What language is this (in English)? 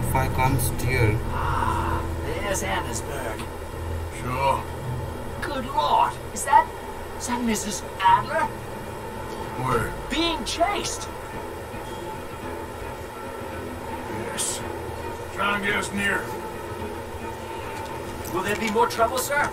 English